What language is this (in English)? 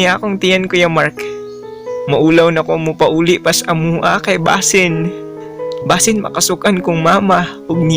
Cebuano